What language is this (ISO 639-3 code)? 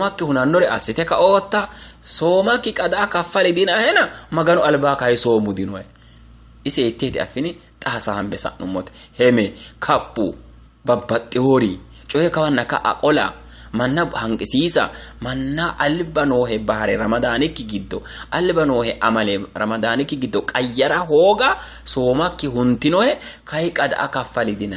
sid